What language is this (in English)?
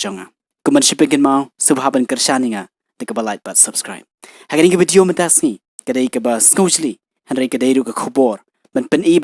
Khasi